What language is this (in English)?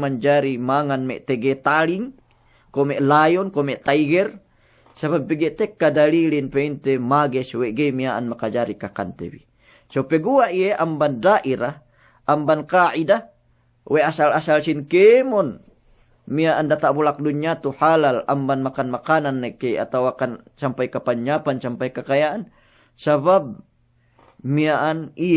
Yakan